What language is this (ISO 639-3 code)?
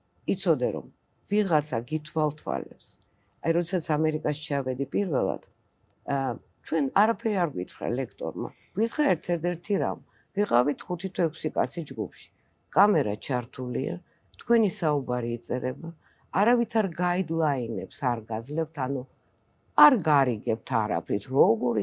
kat